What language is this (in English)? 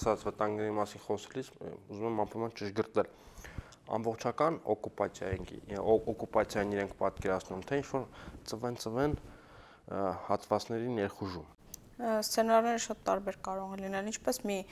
Armenian